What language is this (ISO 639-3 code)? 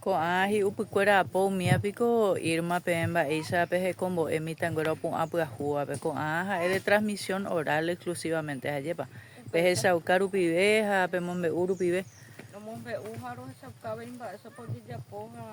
grn